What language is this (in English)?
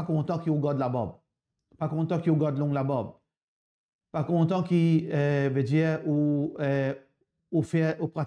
Morisyen